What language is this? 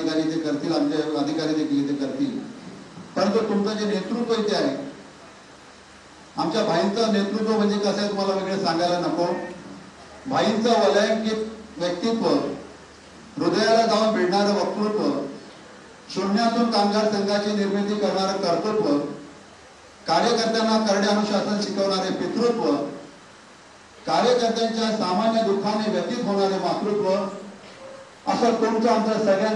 Marathi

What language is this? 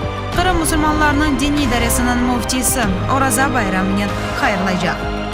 Crimean Tatar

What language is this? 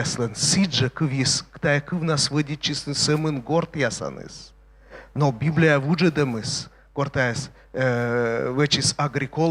Komi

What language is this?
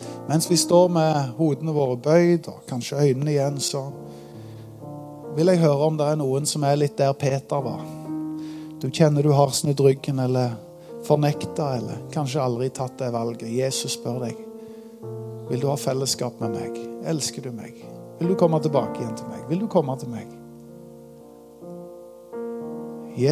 Norwegian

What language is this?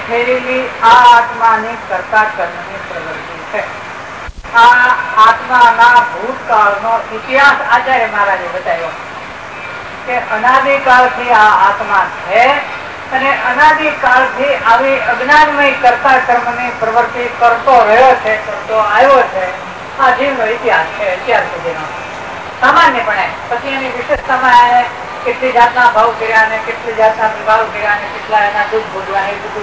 Gujarati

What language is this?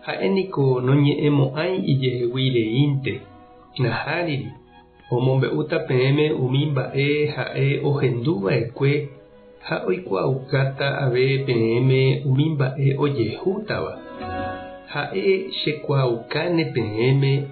Guarani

